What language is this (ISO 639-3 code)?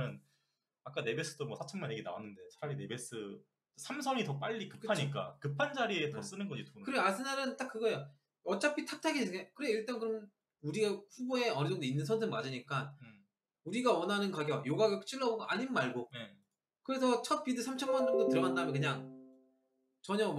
kor